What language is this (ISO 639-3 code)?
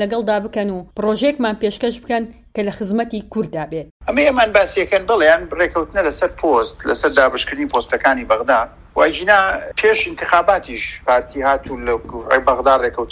ckb